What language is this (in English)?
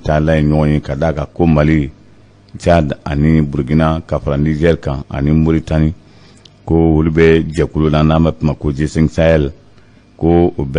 Bambara